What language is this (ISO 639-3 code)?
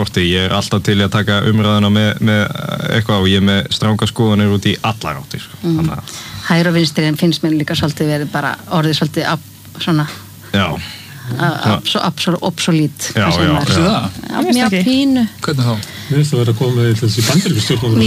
isl